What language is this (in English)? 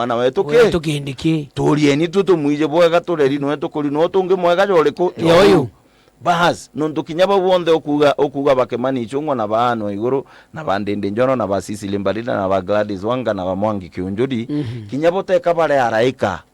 Meru